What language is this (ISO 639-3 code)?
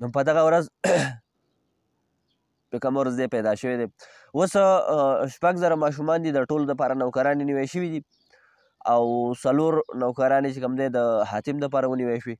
pus